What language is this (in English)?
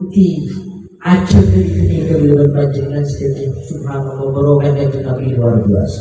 Madurese